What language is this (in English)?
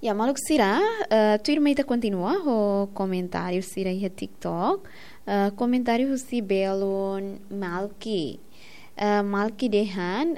Tetum